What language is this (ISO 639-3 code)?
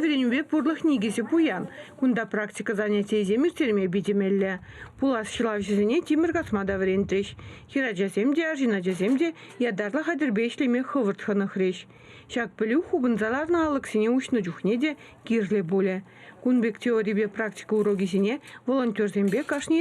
chv